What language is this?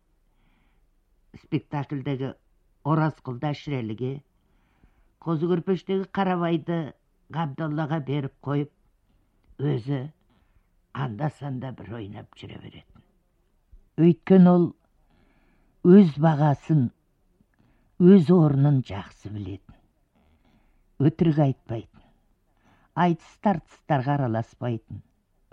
Kazakh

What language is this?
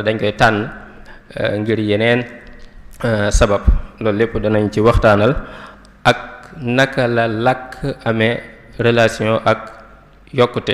Wolof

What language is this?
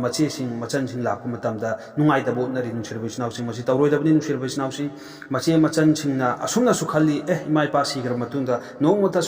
Manipuri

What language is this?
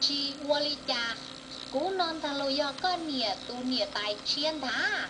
Hmong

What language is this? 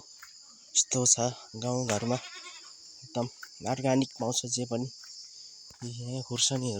Nepali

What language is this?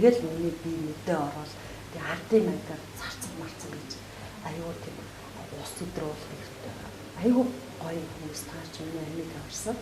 Mongolian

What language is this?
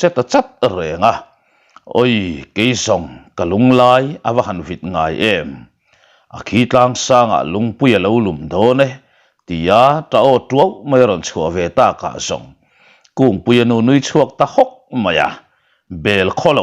Mizo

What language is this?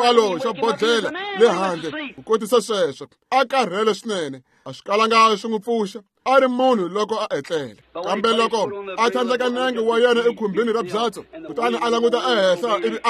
Tsonga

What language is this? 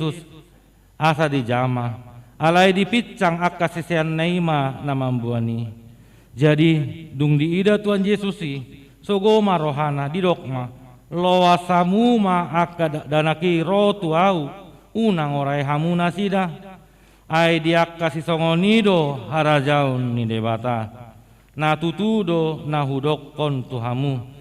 Batak Toba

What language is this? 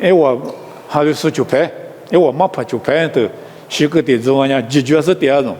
Lisu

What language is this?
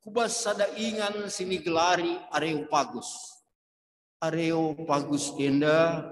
Batak Karo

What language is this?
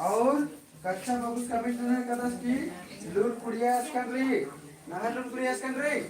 Kurukh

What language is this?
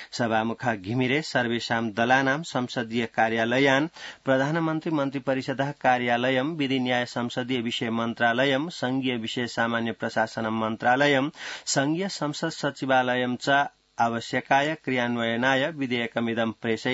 Sanskrit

